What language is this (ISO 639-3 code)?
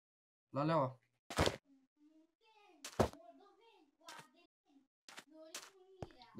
ron